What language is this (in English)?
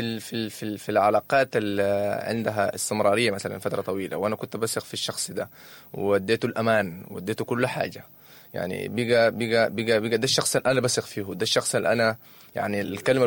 Sudanese Arabic